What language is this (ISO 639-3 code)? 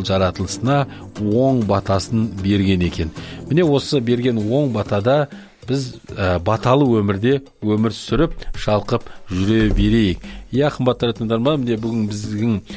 kaz